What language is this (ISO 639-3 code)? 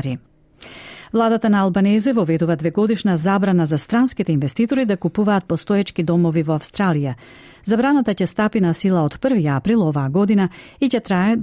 mkd